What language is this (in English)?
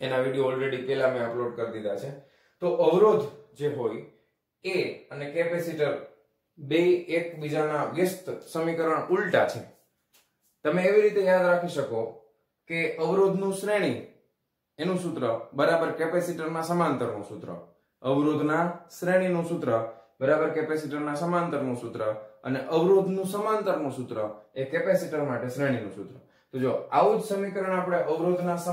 Gujarati